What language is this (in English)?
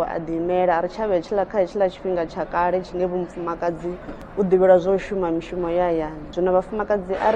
Venda